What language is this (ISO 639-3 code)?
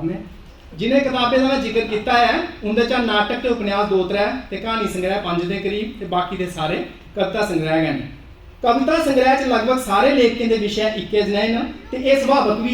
doi